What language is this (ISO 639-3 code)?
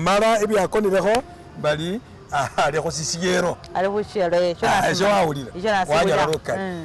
myx